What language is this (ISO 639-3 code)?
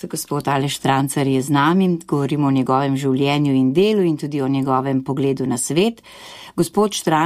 slv